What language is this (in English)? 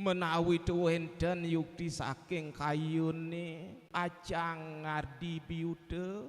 Balinese